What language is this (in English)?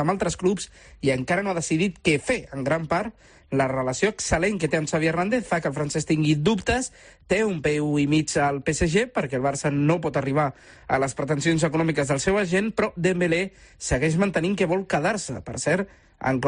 Catalan